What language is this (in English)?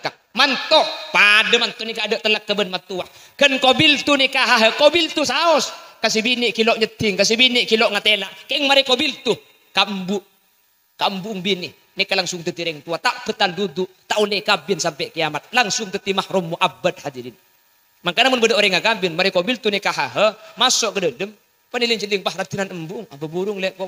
Madurese